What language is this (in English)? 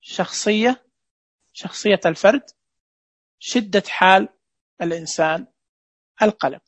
Najdi Arabic